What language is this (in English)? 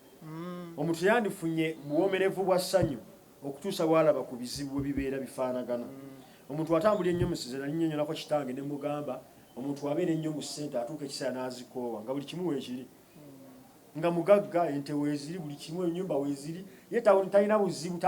Ganda